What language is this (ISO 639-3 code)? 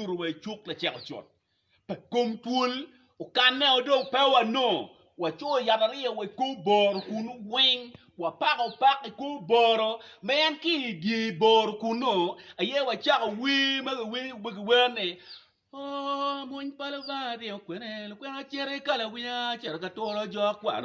ach